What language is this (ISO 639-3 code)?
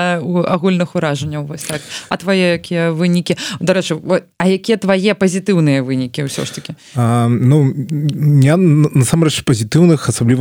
bel